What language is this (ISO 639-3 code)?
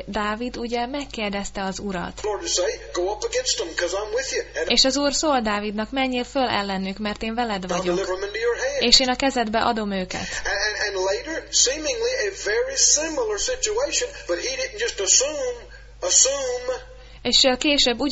hun